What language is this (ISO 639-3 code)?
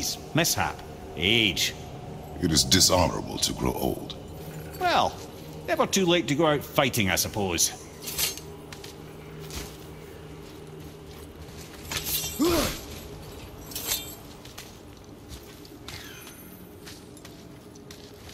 eng